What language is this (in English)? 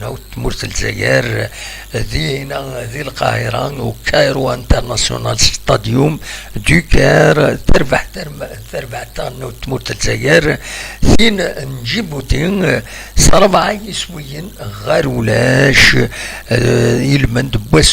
Kabyle